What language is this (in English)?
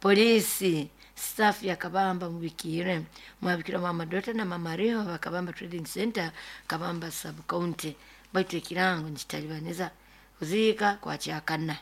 Nyoro